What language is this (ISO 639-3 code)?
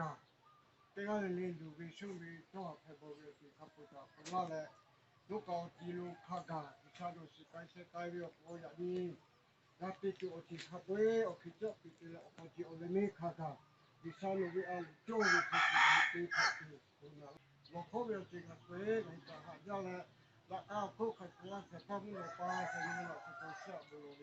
lhu